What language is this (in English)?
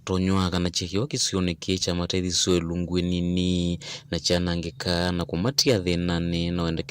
Kamba